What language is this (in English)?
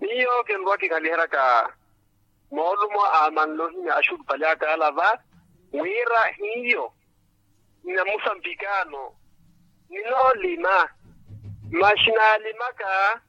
Makhuwa